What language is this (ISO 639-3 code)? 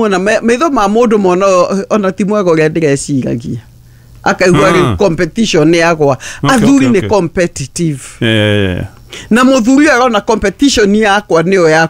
kik